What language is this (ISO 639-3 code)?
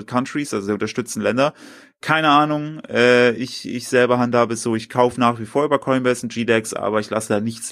deu